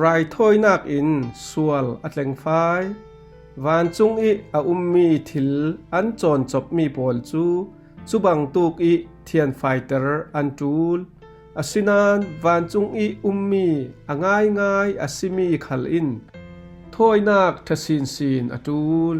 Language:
Falam Chin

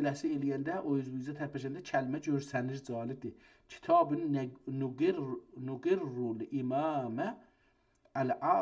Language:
South Azerbaijani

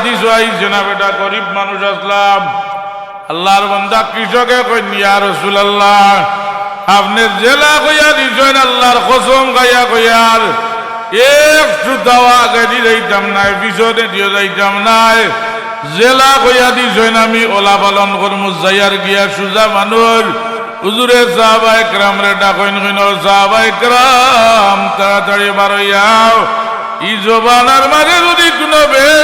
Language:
Sylheti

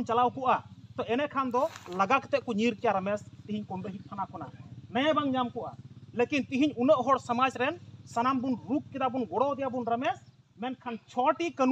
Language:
Santali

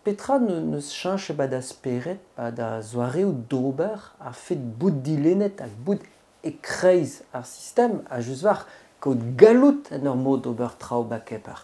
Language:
Breton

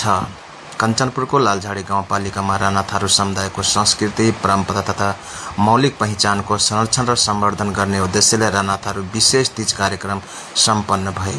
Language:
Nepali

